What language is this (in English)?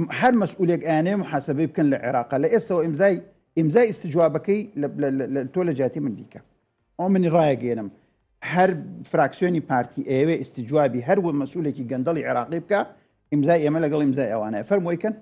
Central Kurdish